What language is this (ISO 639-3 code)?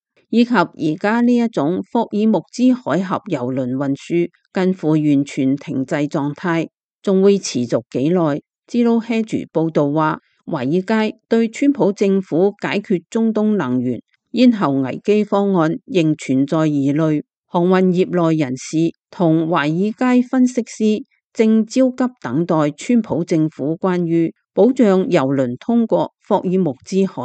yue